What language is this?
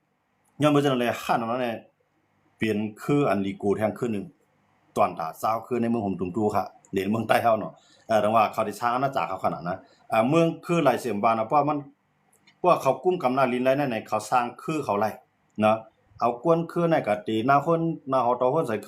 Shan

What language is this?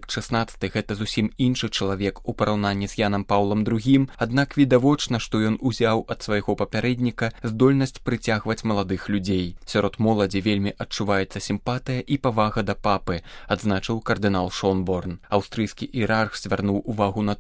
Belarusian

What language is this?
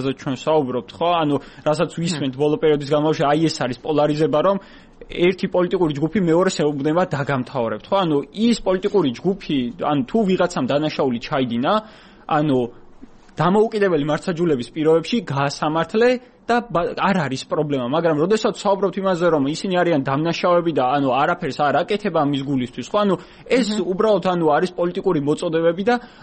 Georgian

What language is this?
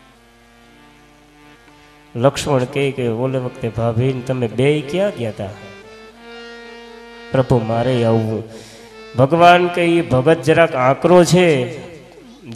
Gujarati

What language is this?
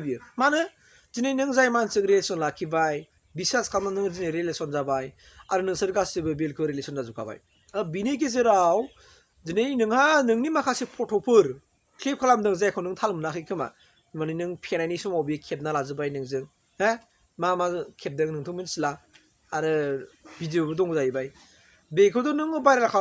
Bodo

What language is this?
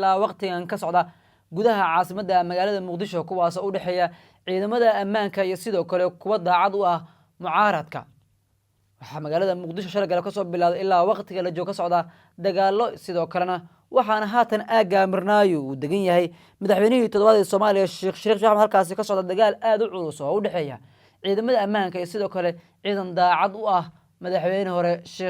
Somali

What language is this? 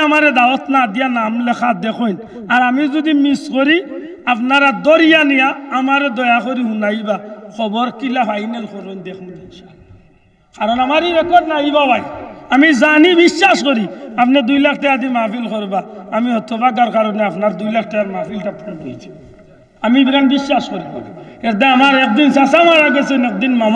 Sylheti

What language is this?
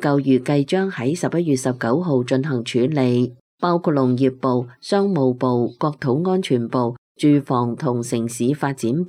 Cantonese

